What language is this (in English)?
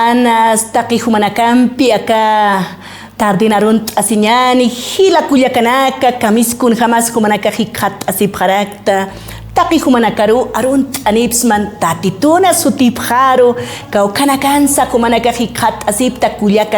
Aymara